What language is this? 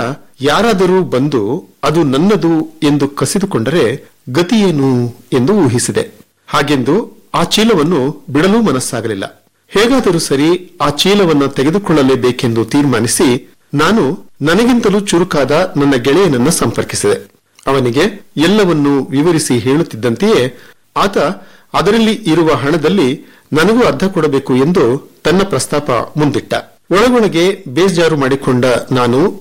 Kannada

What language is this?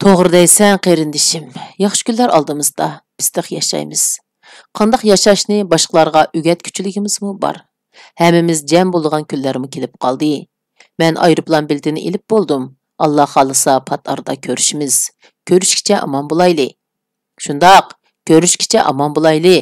Uyghur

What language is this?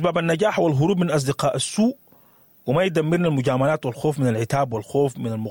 Sudanese Arabic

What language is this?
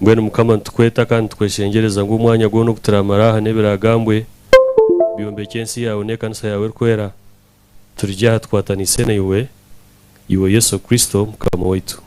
Nyankole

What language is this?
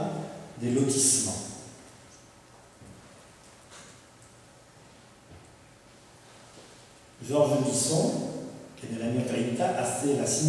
Spanish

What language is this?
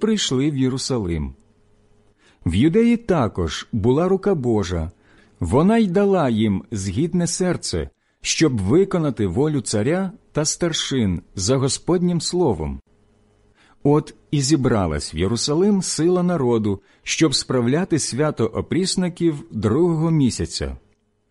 Ukrainian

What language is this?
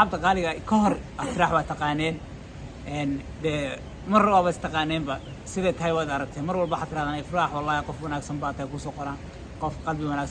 Somali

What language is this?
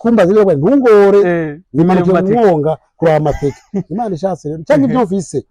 Rundi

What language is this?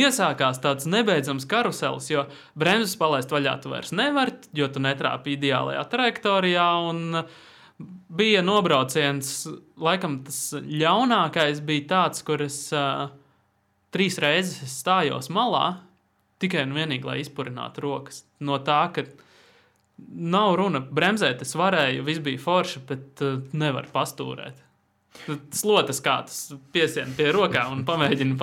Latvian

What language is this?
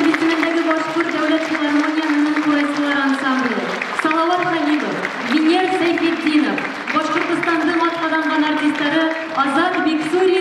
Bashkir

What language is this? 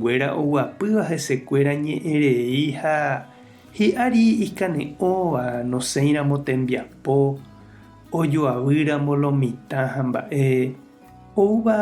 Guarani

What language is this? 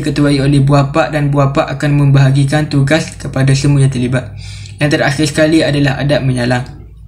Malay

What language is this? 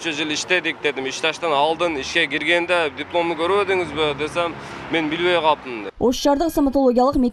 Kyrgyz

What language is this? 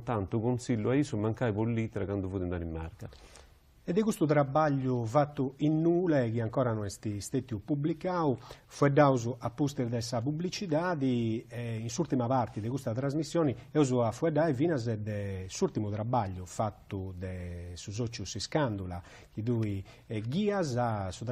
Sardinian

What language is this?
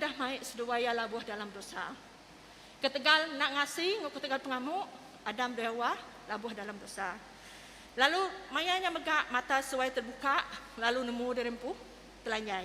Iban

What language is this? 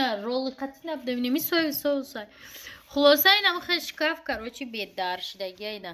Tajik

